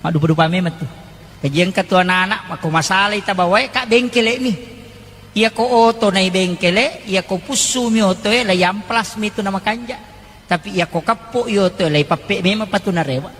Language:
Buginese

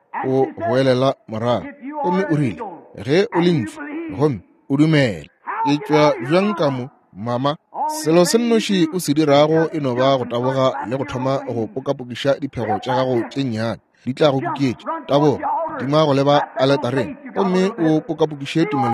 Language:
Northern Sotho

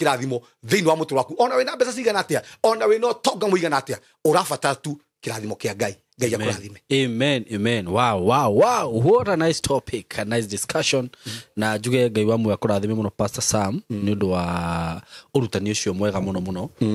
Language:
Kikuyu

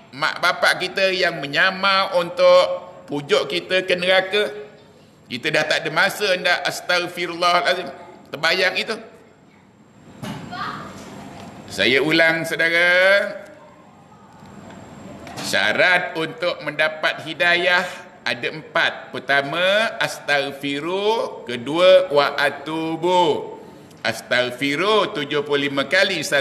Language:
Malay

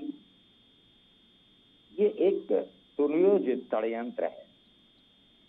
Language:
Hindi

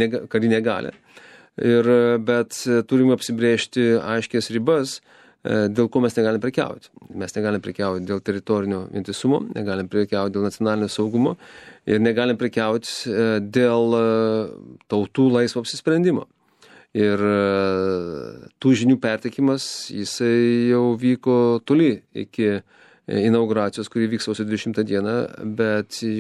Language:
Lithuanian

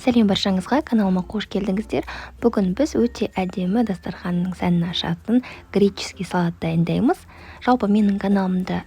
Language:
Kazakh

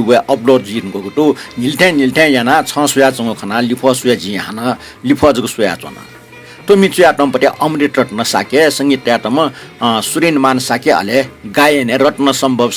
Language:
Newari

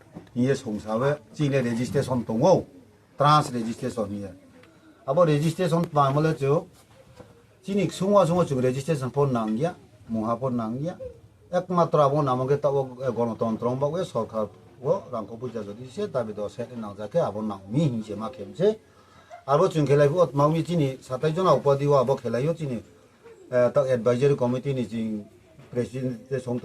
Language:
Riang (India)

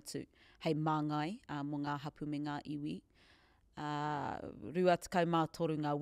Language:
Māori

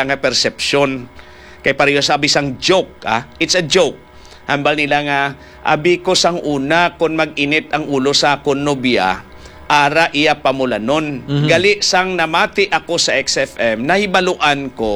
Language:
Hiligaynon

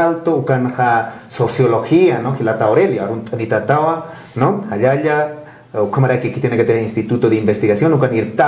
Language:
Aymara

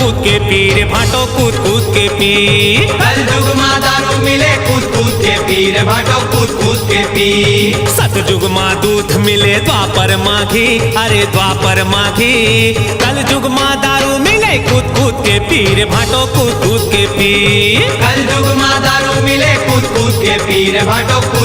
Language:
Chhattisgarhi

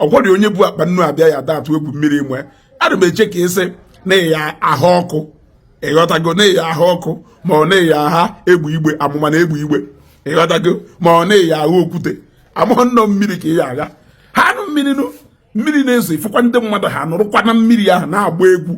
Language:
Igbo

